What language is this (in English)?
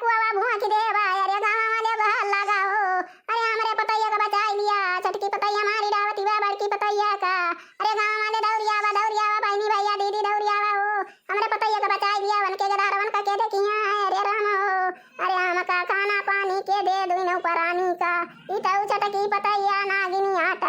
Awadhi